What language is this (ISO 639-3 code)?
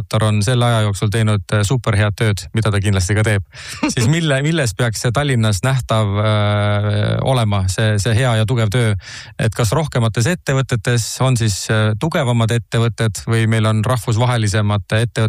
est